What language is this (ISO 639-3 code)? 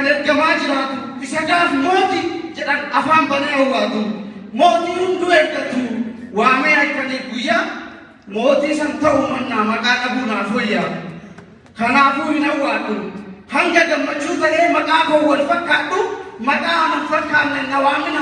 orm